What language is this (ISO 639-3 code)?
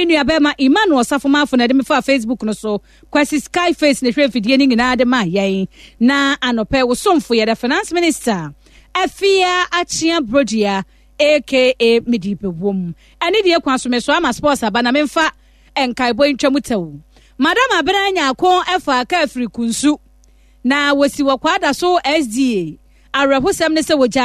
aka